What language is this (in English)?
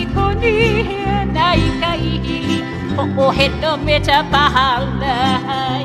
Hawaiian